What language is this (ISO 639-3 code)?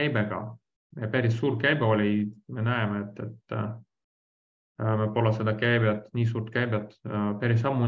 est